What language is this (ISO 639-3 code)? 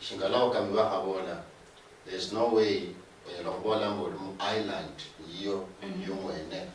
luy